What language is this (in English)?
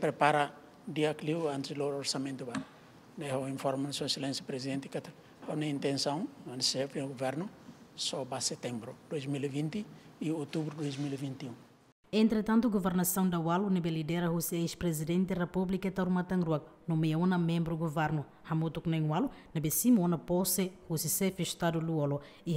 Tetum